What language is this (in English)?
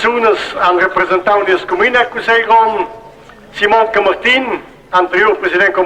Romansh